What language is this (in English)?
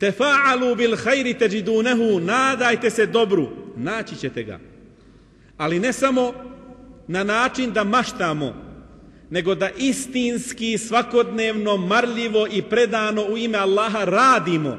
Bosnian